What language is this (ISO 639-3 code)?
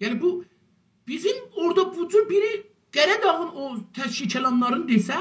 azb